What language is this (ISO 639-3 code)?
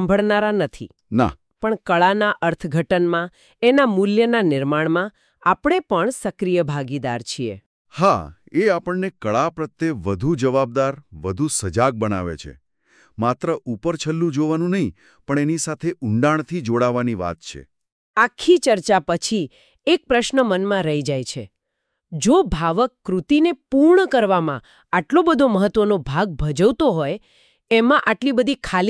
guj